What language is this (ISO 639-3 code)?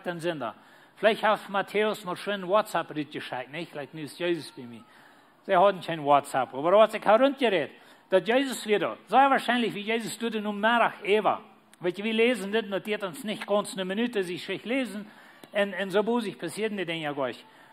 pdt